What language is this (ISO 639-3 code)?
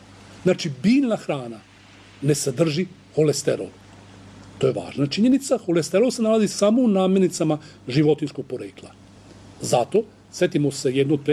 srp